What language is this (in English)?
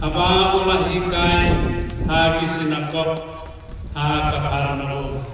Khasi